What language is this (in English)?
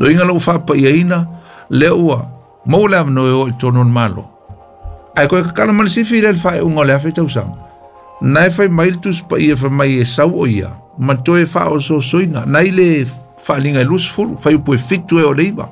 Samoan